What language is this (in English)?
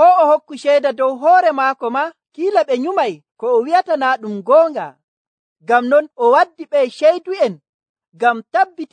Nigerian Fulfulde